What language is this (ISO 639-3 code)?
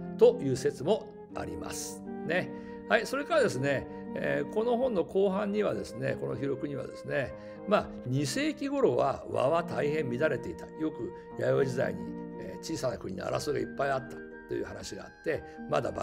jpn